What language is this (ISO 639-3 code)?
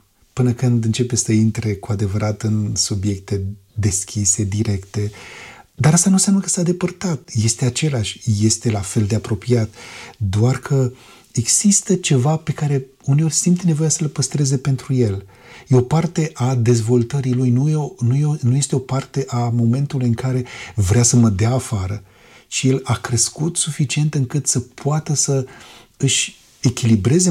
ron